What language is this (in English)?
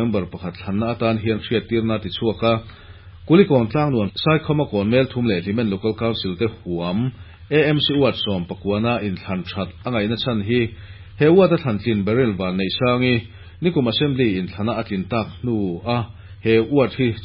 Mizo